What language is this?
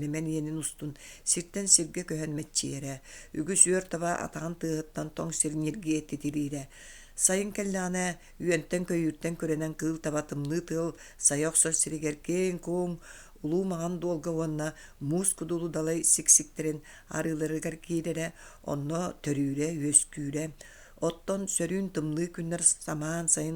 Yakut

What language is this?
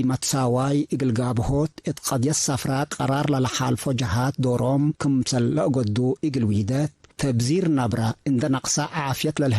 Tigre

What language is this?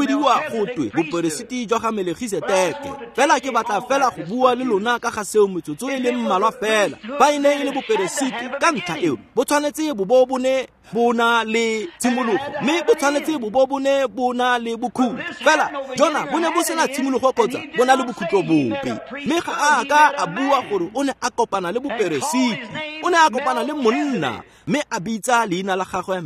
Tswana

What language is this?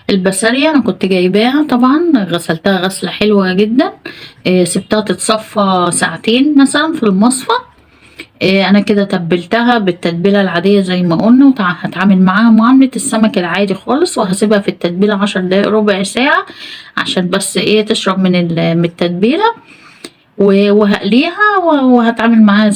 Egyptian Arabic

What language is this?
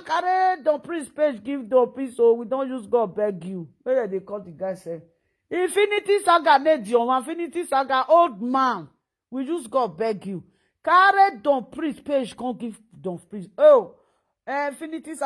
Nigerian Pidgin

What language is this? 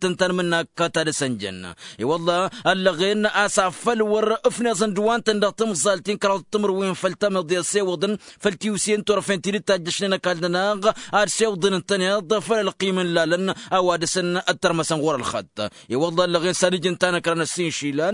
Tamasheq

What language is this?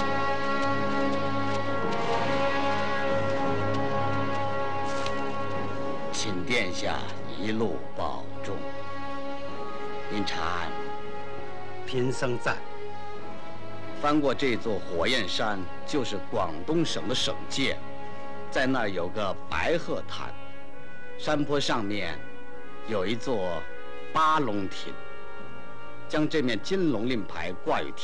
Chinese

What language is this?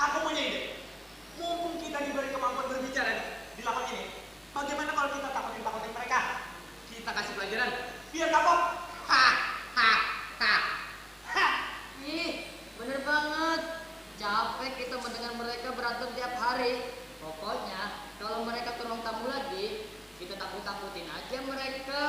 Banjar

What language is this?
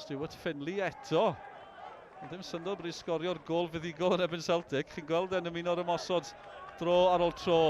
Welsh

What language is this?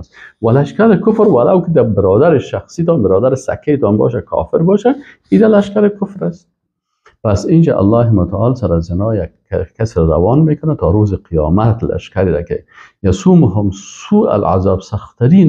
Persian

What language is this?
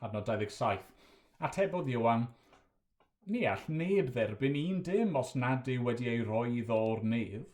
Welsh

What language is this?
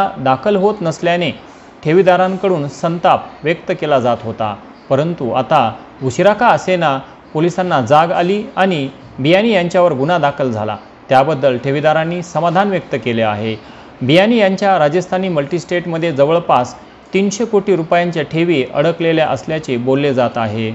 Marathi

